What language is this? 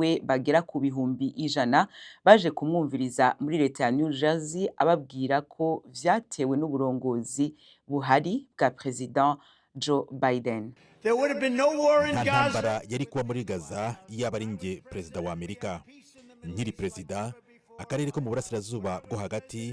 Rundi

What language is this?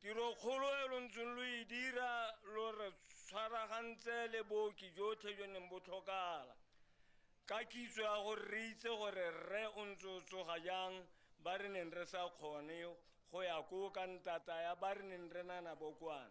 Tswana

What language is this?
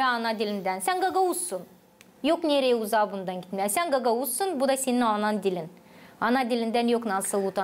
Gagauz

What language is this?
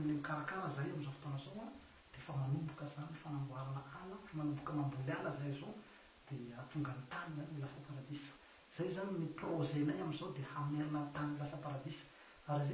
Malagasy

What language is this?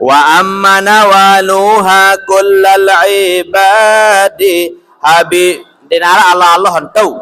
Sasak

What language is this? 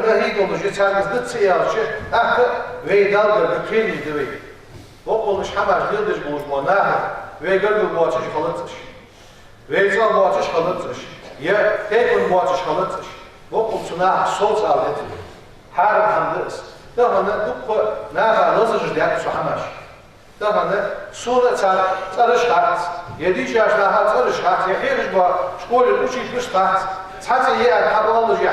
Ingush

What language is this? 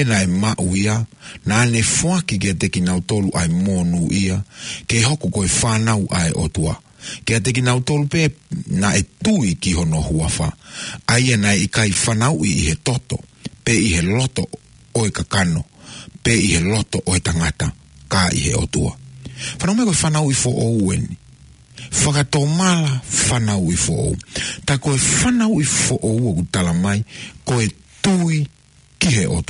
Tongan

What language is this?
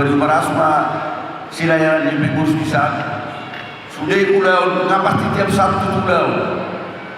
Batak Toba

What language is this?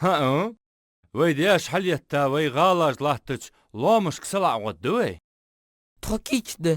Ingush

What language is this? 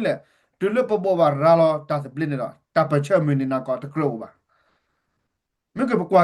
S'gaw Karen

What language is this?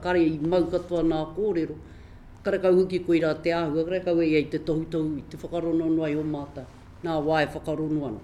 Māori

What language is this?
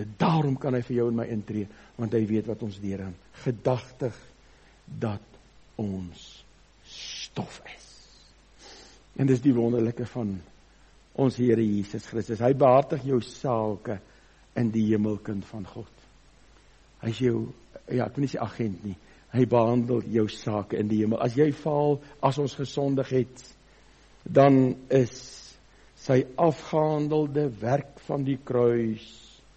Afrikaans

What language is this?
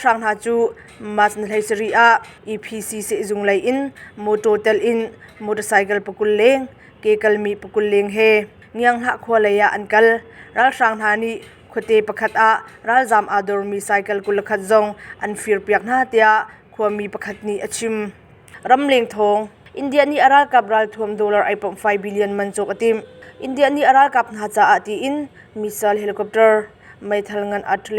Hakha Chin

